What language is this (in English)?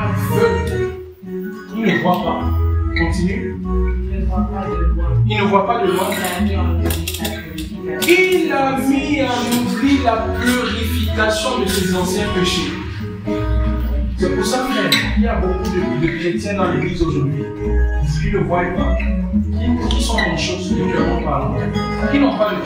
French